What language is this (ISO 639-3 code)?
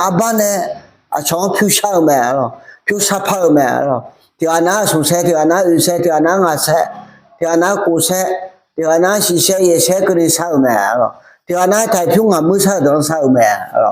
ahk